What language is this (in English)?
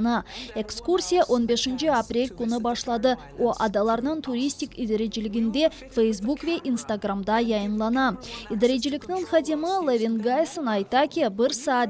Crimean Tatar